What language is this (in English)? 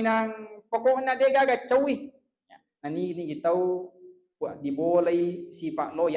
Buginese